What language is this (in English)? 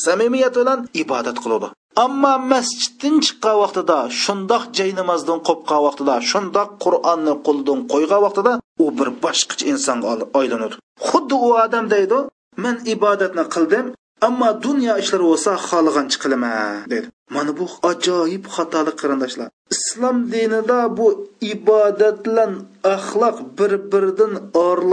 Uyghur